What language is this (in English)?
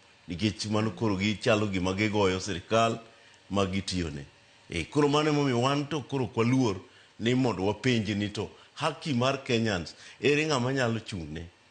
Luo (Kenya and Tanzania)